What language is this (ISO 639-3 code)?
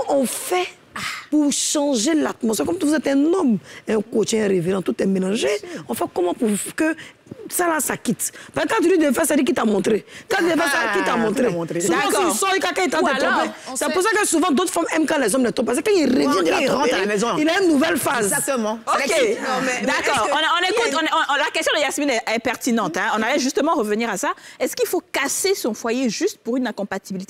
fra